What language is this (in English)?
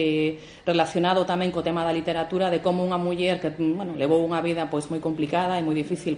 Galician